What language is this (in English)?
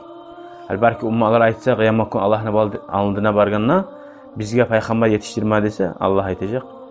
Kumyk